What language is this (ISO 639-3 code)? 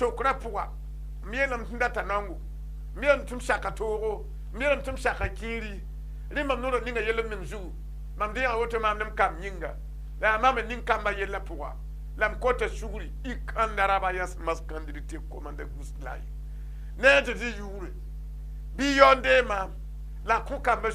mos